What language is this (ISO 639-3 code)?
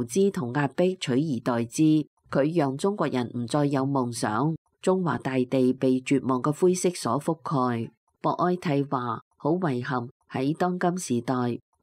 yue